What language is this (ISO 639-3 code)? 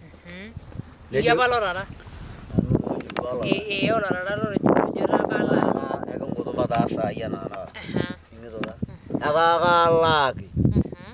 mas